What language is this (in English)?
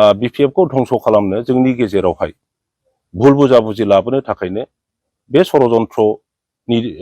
Bodo